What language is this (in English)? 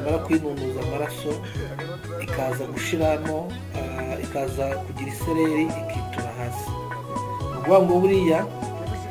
Kinyarwanda